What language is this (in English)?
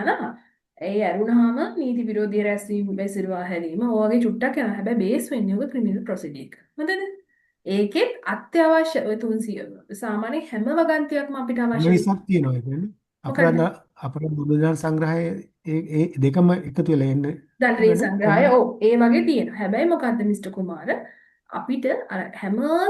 Sinhala